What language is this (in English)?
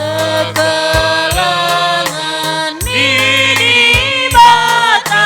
Batak Karo